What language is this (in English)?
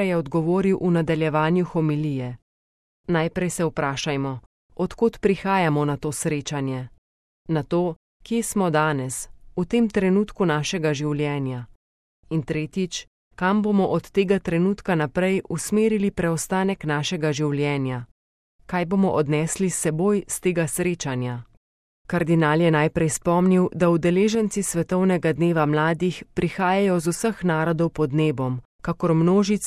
Slovenian